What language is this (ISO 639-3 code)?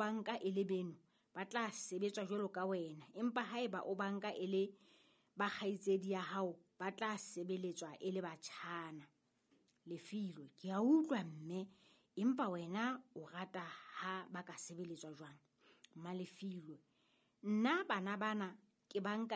sot